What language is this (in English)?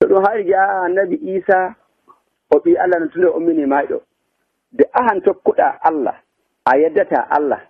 Nigerian Fulfulde